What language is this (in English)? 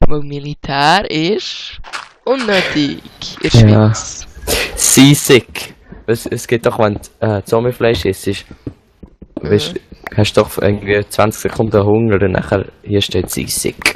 Swiss German